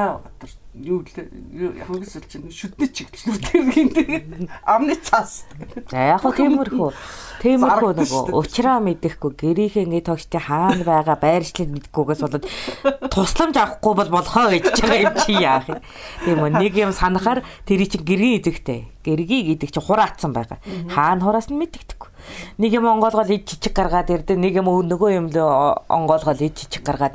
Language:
Mongolian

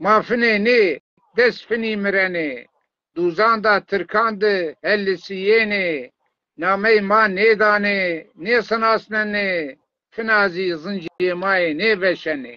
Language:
Zaza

